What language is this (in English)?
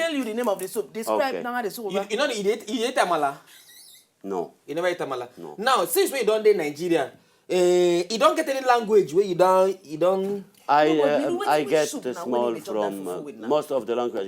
Nigerian Pidgin